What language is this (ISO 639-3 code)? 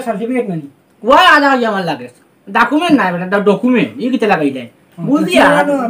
syl